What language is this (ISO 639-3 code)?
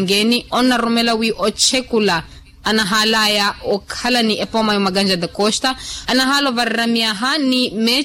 vmw